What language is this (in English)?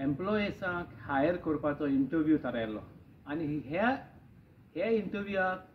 Konkani